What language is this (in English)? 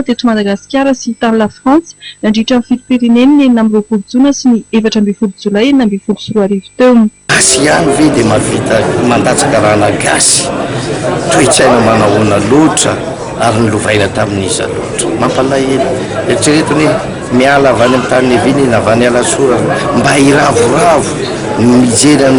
Malagasy